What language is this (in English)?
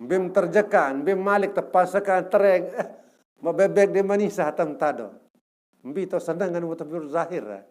Sasak